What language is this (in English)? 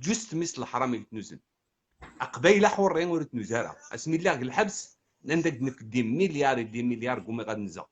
Kabyle